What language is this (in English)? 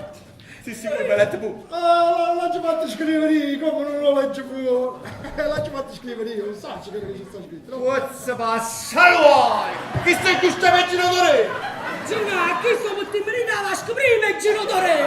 Neapolitan